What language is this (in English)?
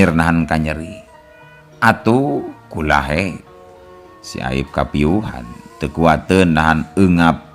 Sundanese